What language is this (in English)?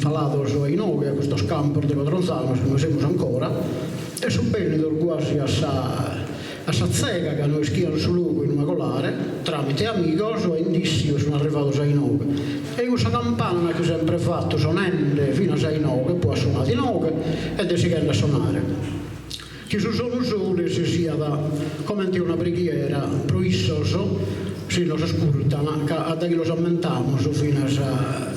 Sardinian